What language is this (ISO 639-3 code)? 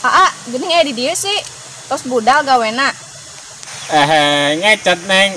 sun